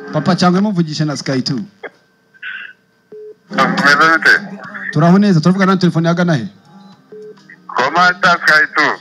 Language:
Kinyarwanda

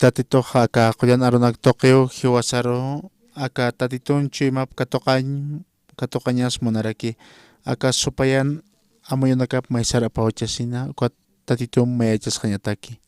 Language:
Aymara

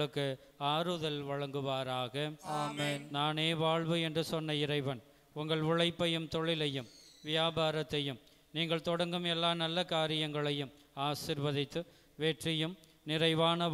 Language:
Tamil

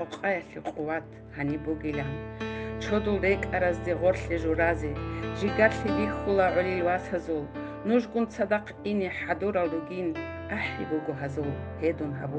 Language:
Avaric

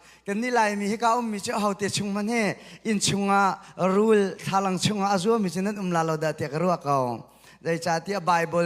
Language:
Hakha Chin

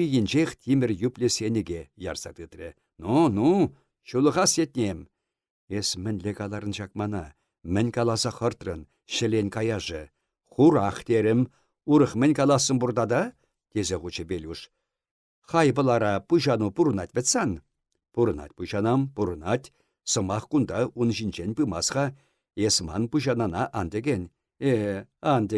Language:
Chuvash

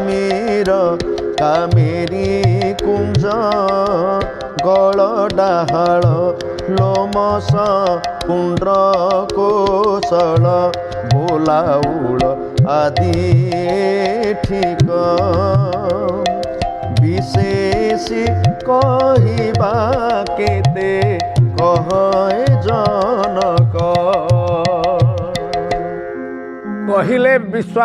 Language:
Odia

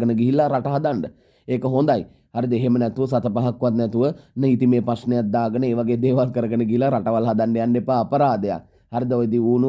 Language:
Sinhala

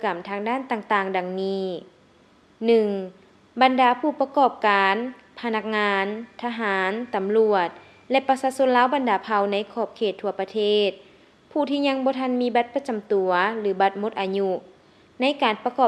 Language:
Lao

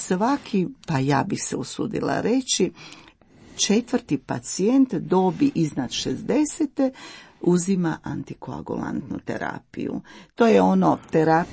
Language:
Croatian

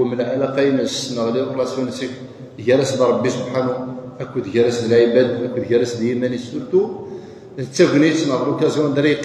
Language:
Kabyle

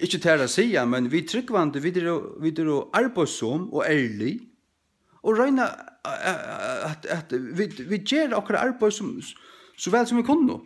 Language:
Faroese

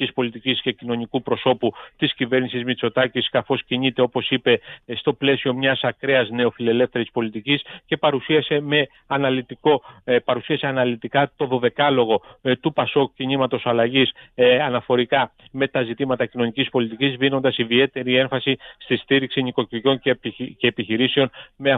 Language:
Greek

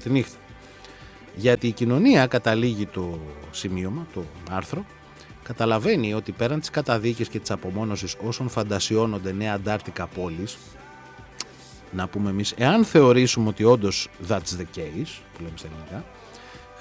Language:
Greek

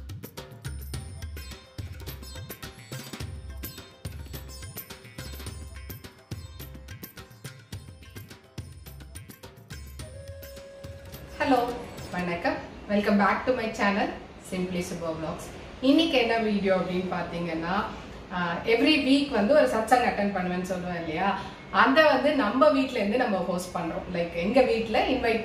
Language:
Tamil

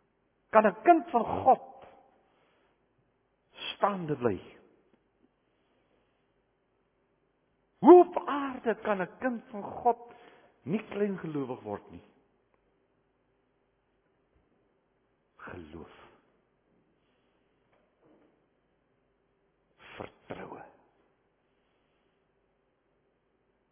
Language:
Afrikaans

